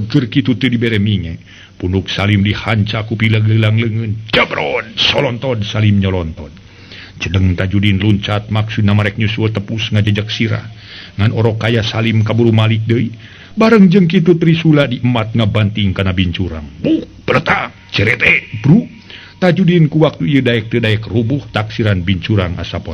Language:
Sundanese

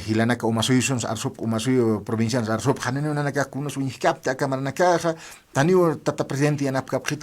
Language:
Aymara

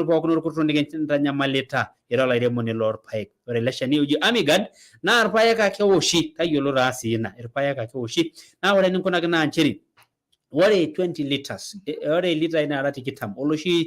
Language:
Masai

